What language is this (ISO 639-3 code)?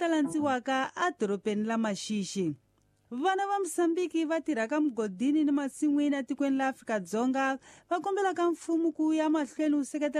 tso